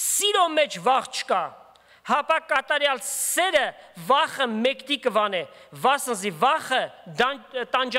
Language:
Armenian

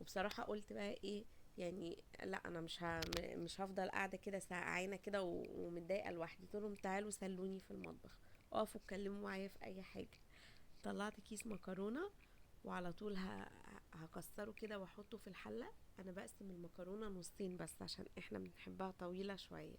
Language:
Egyptian Arabic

